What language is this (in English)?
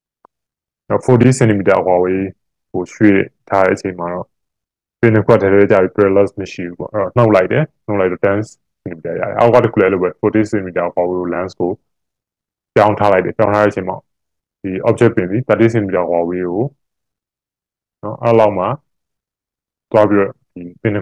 Burmese